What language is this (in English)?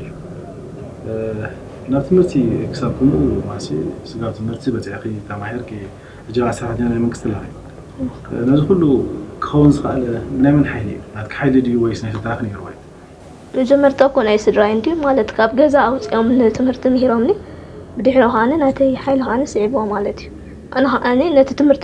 Tigrinya